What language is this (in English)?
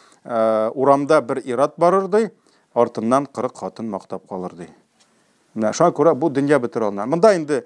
Tatar